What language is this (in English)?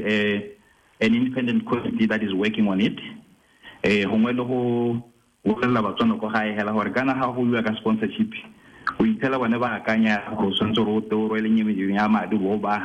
Tswana